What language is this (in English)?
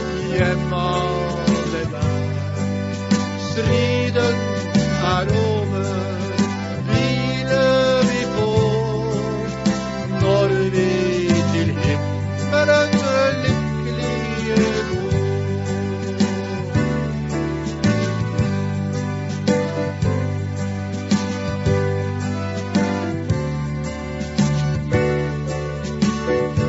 Norwegian